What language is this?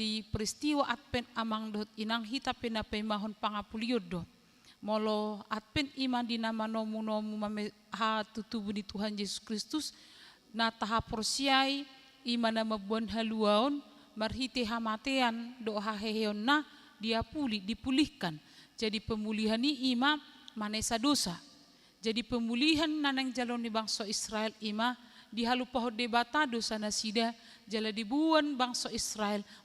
Batak Toba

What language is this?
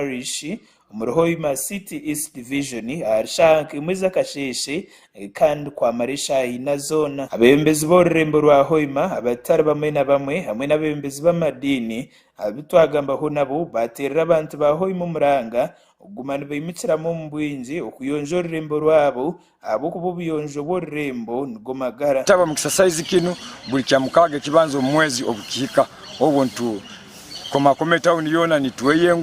Nyankole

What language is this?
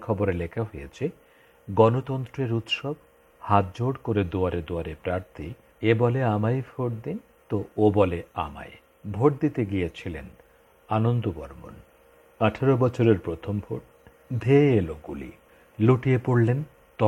Bangla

